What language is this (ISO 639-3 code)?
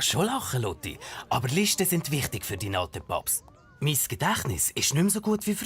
gsw